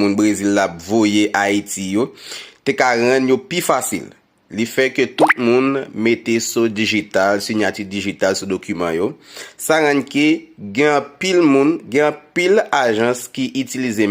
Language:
Haitian Creole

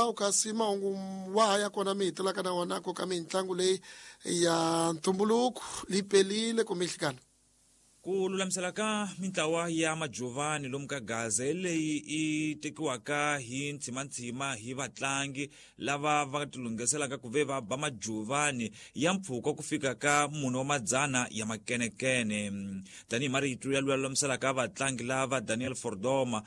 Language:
Tsonga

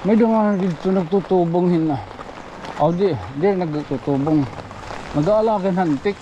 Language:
Waray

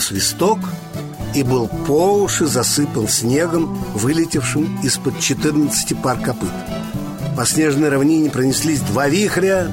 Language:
Russian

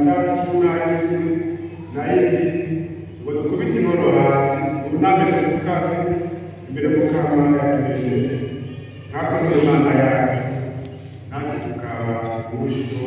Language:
Rundi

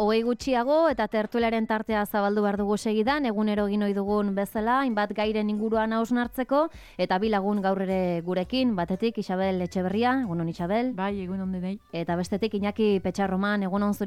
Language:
Basque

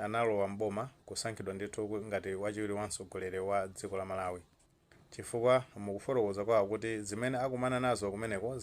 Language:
Nyanja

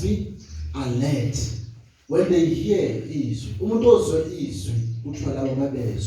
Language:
Zulu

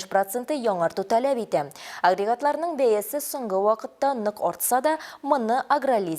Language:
Tatar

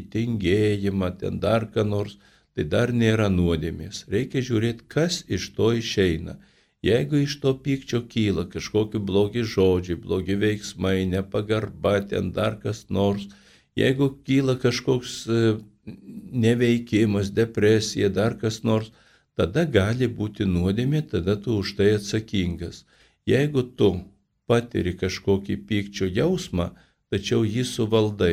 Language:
Lithuanian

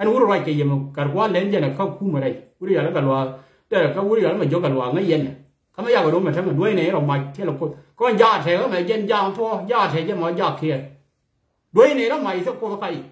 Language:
Nuer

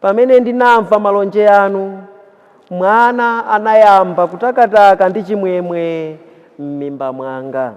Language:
Nyanja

